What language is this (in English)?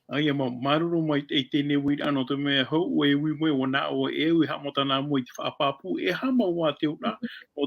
Tahitian